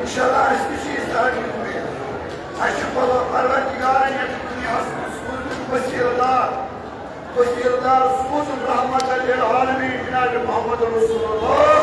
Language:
Kashmiri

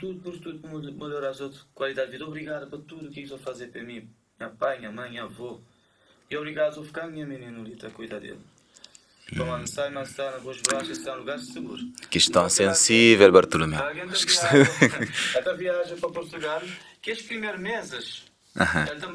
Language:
Kabuverdianu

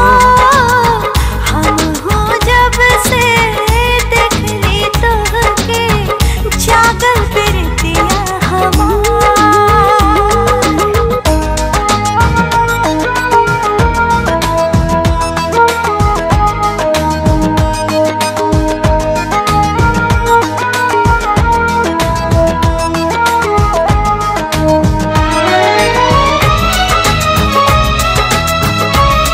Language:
Bhojpuri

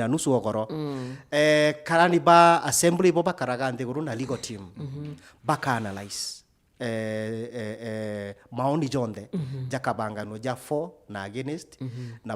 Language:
Meru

